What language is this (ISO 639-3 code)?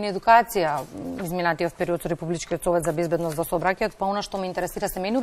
mkd